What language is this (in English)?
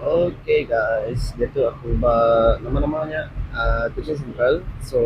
Iban